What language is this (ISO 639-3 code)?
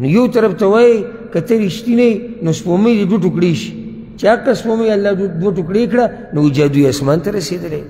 pus